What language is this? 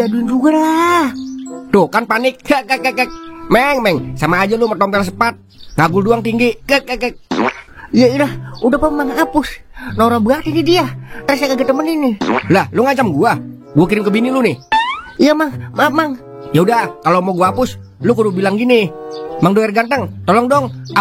Betawi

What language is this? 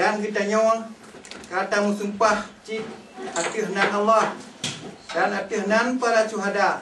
Achinese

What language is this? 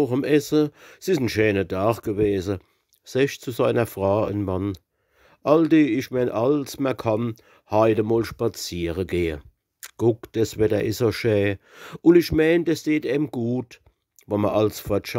Palatine German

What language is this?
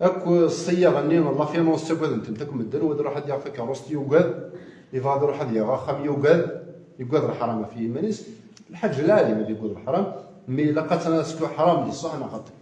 Kabyle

